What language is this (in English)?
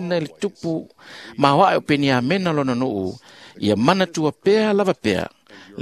Samoan